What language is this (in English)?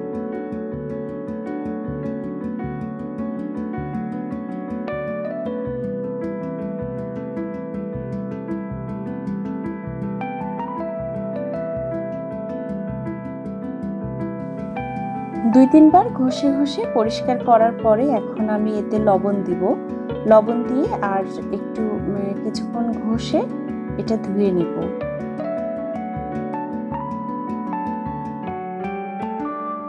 Bangla